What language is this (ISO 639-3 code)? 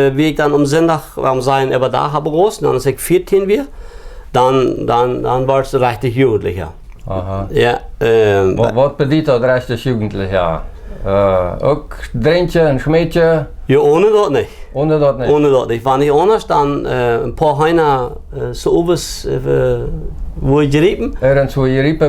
pdt